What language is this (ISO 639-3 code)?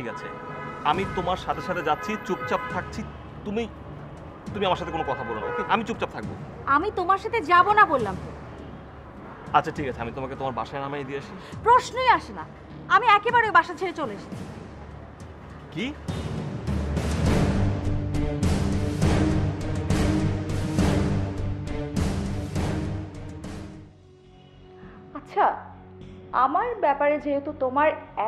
ben